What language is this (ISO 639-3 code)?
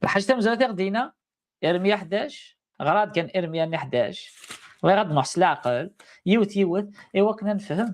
kab